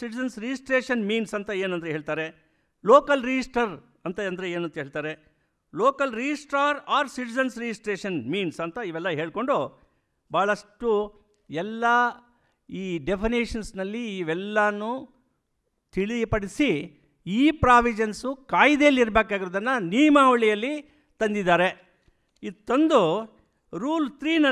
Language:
Kannada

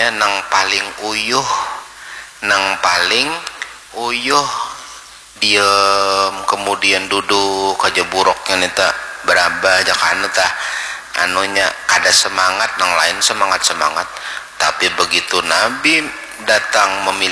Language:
Banjar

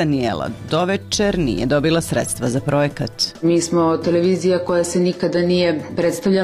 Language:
Serbian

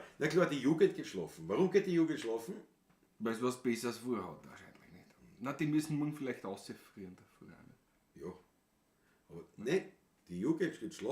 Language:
Bavarian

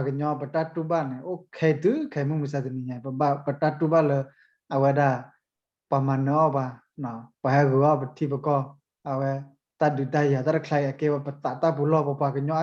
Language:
S'gaw Karen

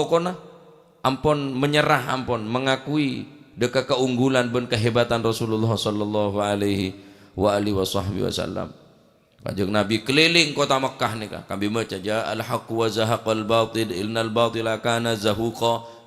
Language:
Madurese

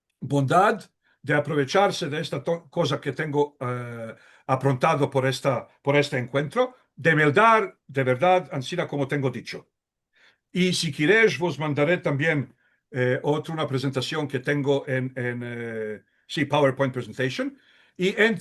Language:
Ladino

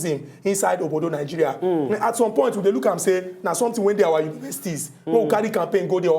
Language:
Nigerian Pidgin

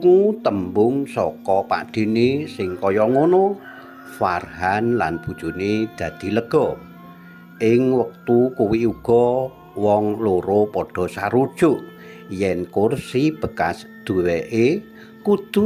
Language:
Javanese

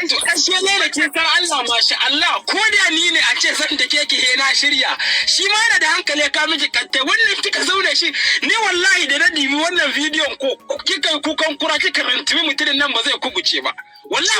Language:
Hausa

